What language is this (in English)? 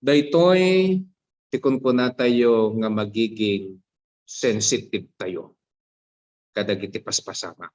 Iloko